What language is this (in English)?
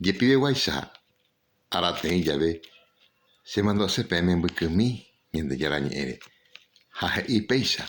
Guarani